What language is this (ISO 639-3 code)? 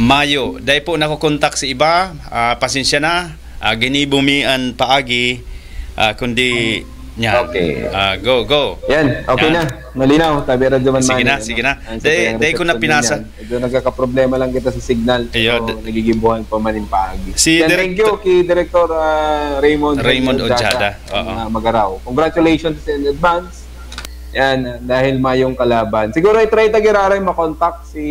bik